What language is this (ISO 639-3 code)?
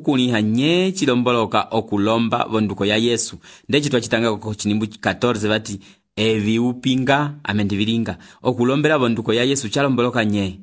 umb